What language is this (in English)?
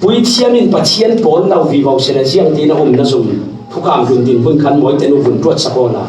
Falam Chin